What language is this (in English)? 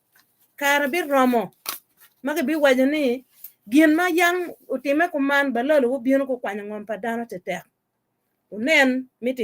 Acoli